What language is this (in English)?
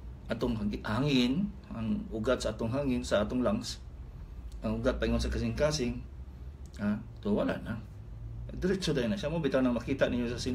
Cebuano